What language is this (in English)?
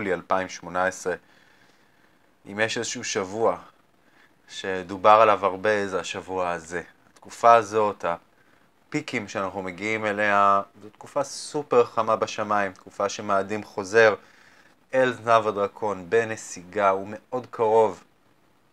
Hebrew